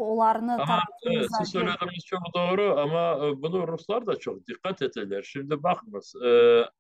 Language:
Crimean Tatar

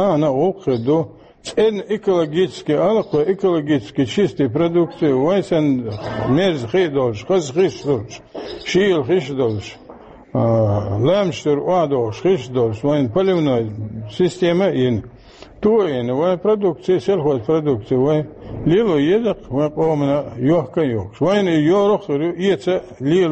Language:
Chechen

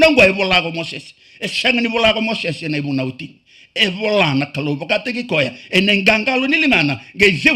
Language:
Fijian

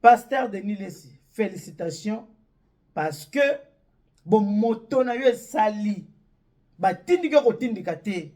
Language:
Lingala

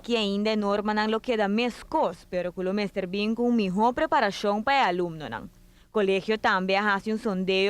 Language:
Papiamento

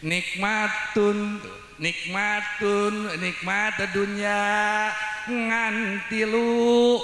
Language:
Sundanese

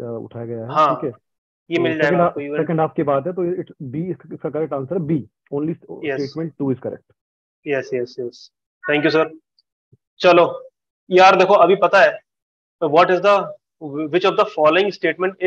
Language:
Hindi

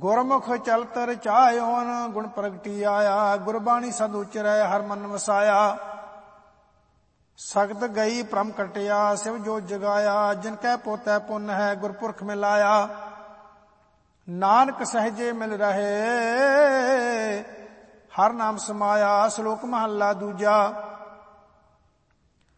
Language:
Punjabi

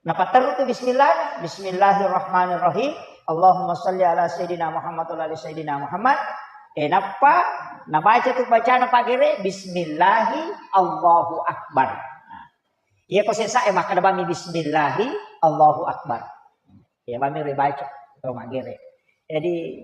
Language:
Buginese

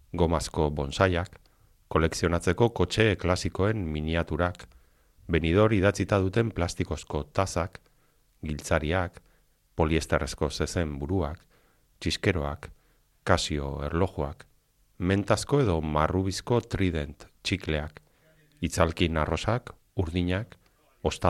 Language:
Basque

